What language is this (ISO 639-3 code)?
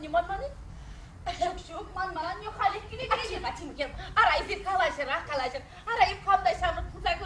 chv